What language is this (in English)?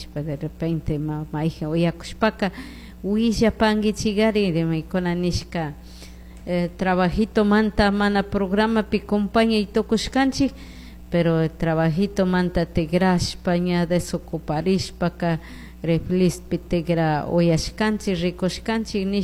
Chimborazo Highland Quichua